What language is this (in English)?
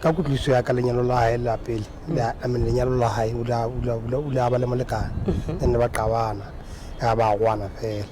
Southern Sotho